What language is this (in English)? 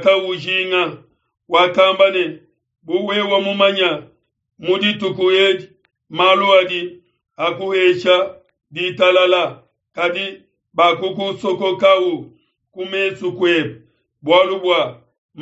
Luba-Lulua